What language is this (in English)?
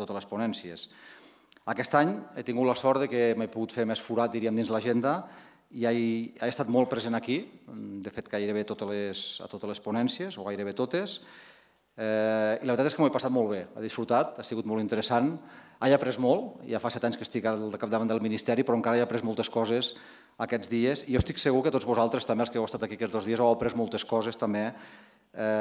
Catalan